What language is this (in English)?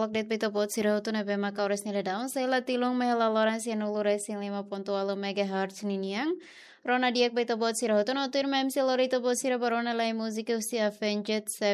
Tetum